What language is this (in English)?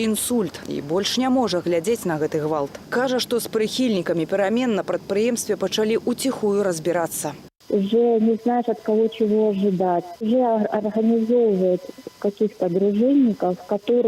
Belarusian